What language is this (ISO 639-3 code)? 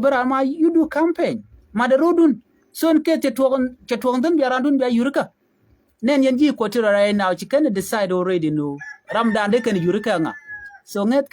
nus